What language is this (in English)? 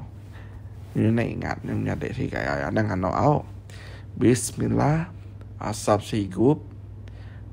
Iban